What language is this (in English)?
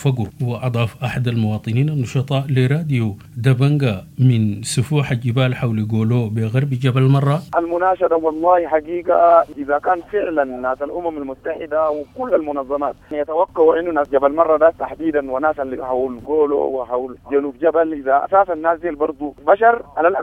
Sudanese Arabic